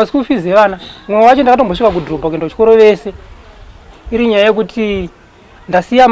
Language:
Shona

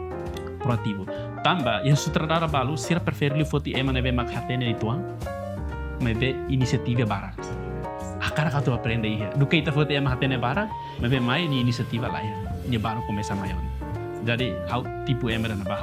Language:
Tetum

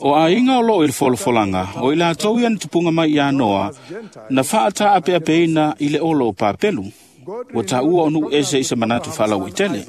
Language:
Samoan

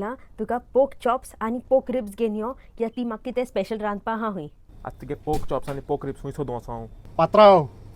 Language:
Konkani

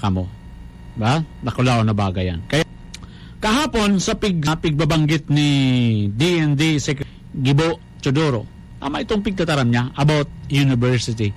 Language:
Bikol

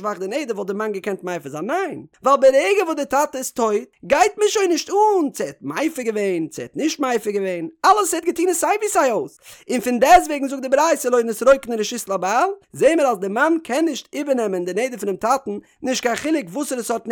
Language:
Yiddish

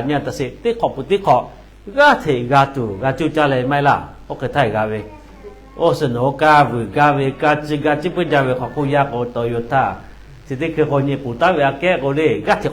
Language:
Lahu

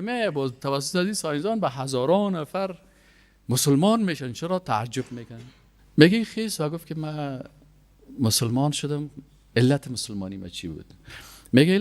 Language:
Persian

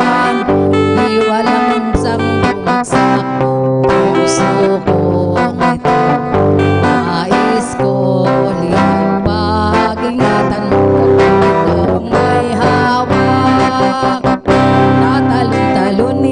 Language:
Filipino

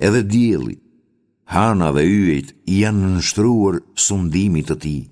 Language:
Albanian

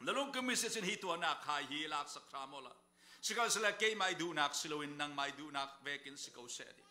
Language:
Falam Chin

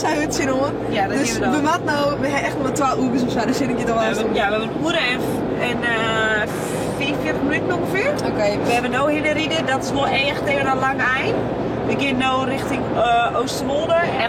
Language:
Western Frisian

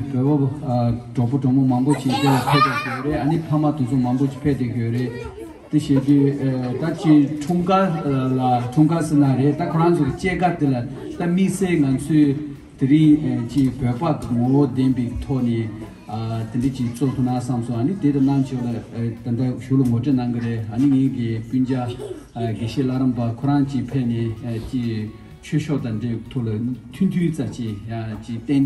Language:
Tibetan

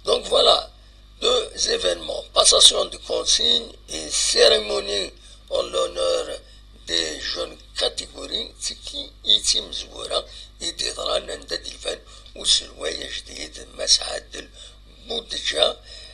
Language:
Kabyle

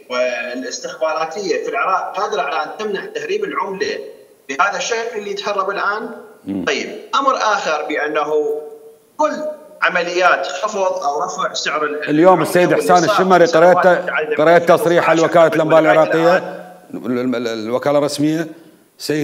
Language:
Mesopotamian Arabic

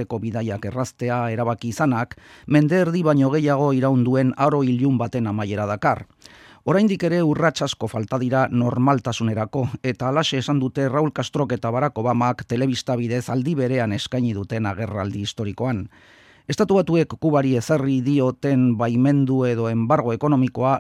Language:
Basque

